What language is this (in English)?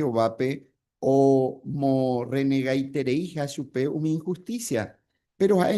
Guarani